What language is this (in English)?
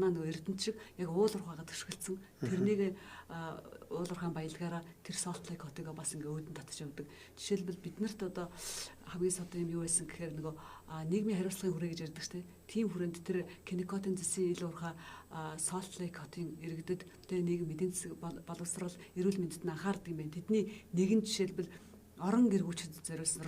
Mongolian